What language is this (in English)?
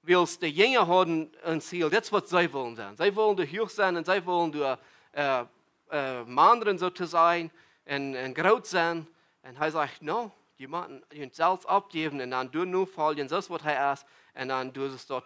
Plautdietsch